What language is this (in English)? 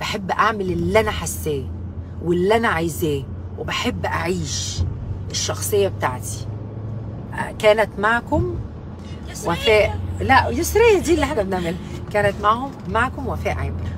Egyptian Arabic